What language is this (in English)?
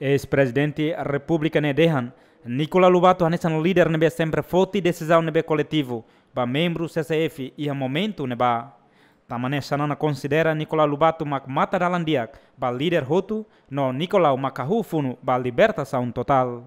Tetum